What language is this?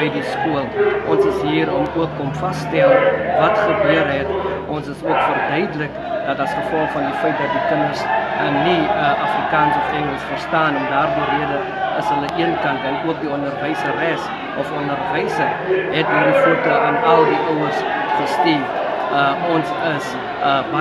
Afrikaans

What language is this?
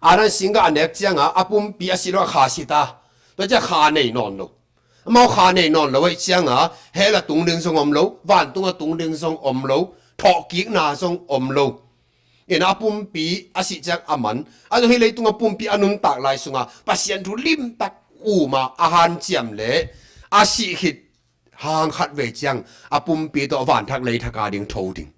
Tedim Chin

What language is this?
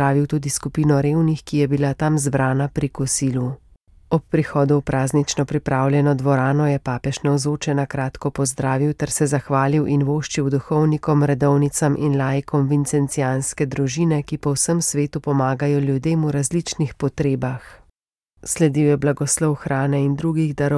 Slovenian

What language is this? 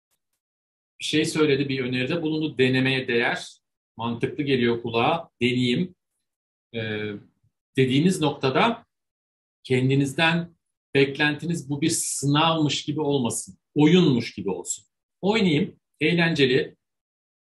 Turkish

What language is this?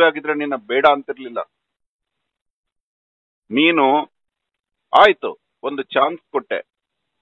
Kannada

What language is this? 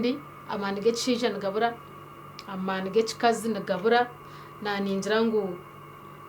Nyankole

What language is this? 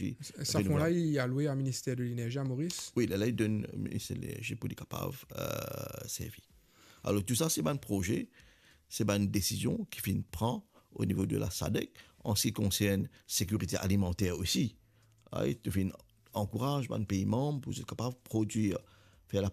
Morisyen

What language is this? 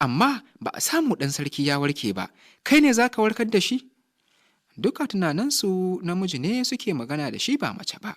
Hausa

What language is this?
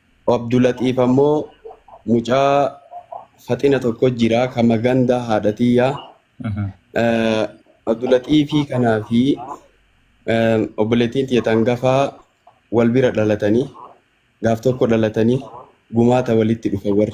Oromo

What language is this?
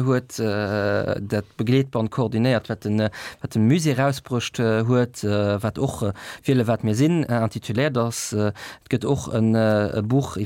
Luxembourgish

